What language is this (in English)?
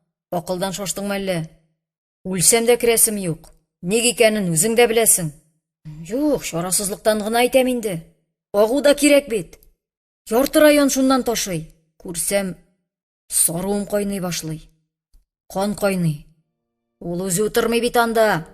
Tatar